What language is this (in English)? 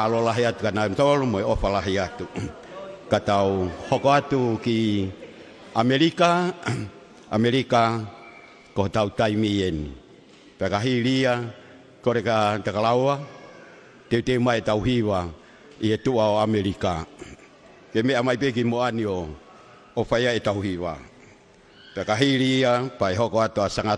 Tongan